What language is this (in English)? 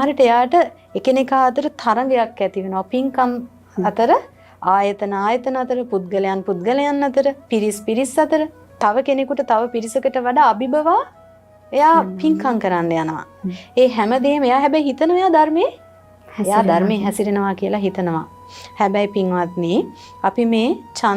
Sinhala